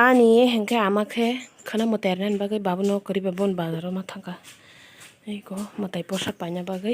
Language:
Kok Borok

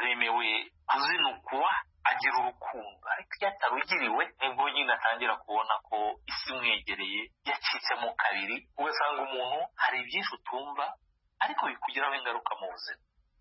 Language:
Kinyarwanda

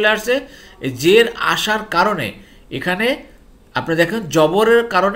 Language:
Bangla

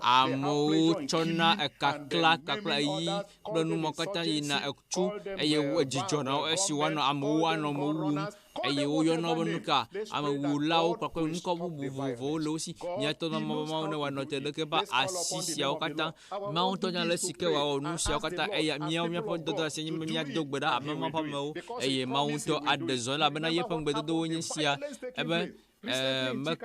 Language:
Ewe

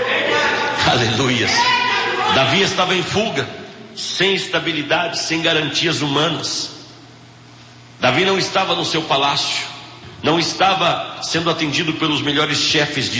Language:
Portuguese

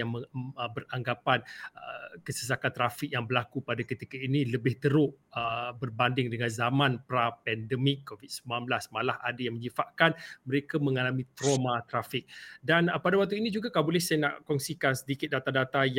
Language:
Malay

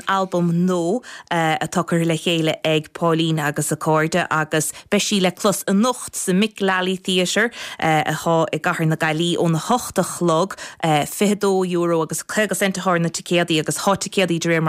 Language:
Irish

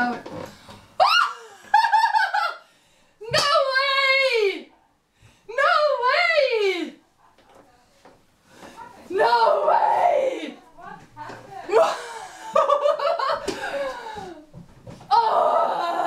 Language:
Estonian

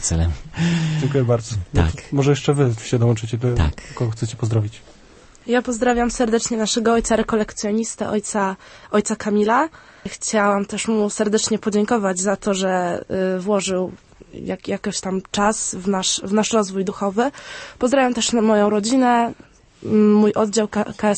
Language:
Polish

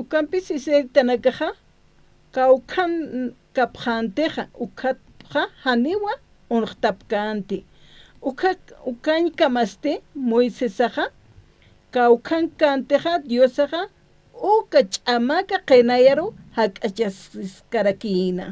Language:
Aymara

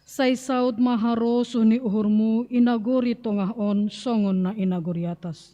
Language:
Batak Simalungun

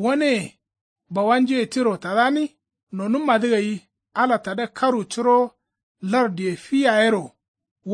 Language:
Kanuri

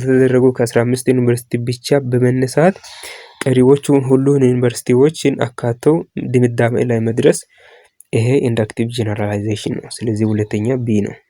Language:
Amharic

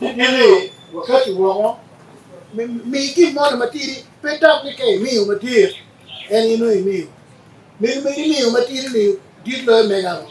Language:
Acoli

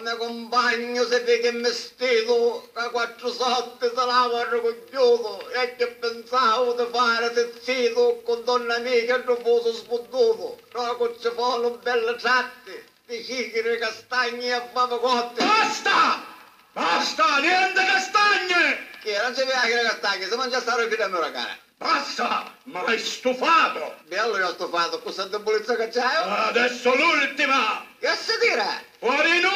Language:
Sicilian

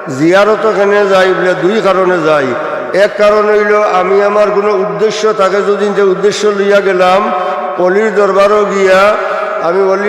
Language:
Sylheti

